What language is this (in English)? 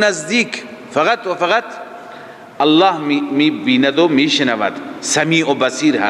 Persian